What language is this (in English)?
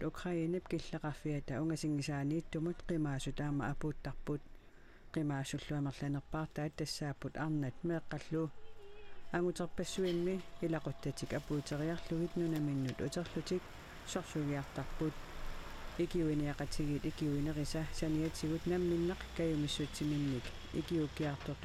Kalaallisut